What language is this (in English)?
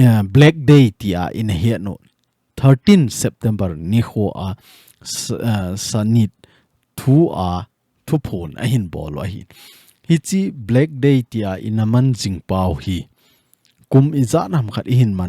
Thado Chin